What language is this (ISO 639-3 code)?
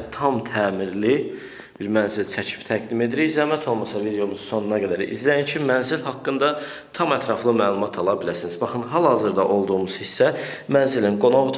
aze